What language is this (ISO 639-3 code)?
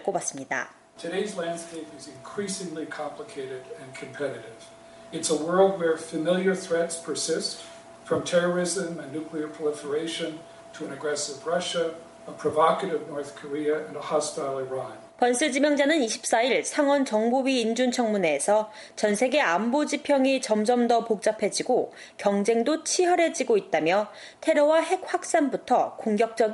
kor